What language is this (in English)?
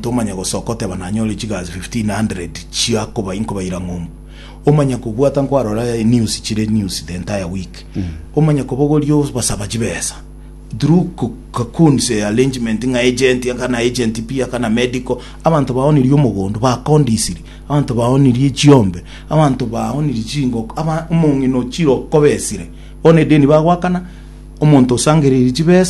Gusii